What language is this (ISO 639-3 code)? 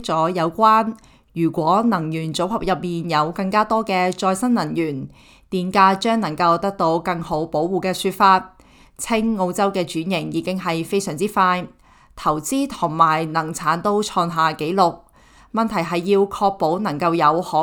yue